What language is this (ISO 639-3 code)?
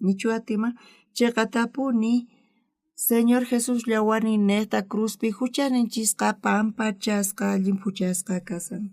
quh